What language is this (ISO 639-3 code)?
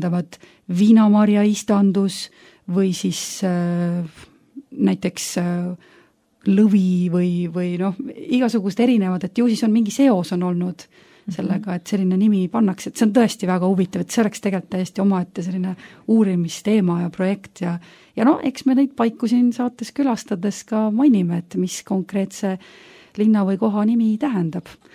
est